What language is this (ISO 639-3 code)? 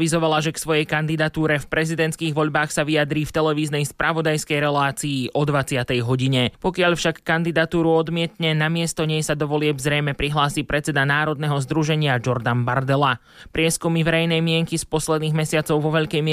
slk